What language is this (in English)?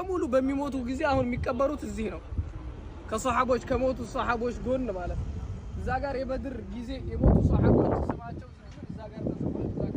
Amharic